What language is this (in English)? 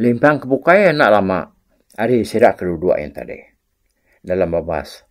Iban